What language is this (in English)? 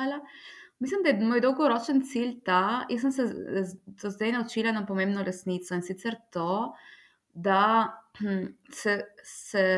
Slovenian